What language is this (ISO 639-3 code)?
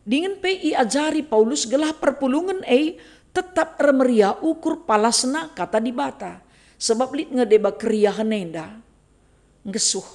btx